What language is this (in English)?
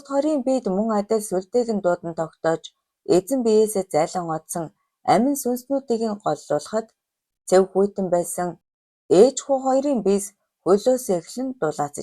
Mongolian